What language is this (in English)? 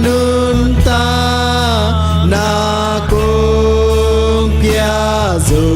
Tedim Chin